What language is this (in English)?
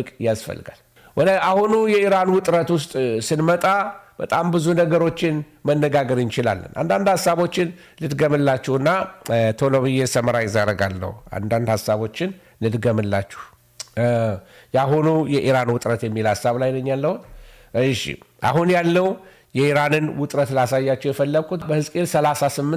Amharic